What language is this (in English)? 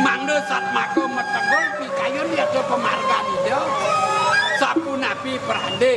Balinese